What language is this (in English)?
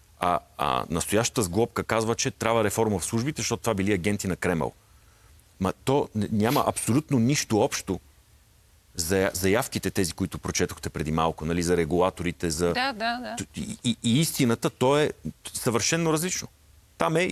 Bulgarian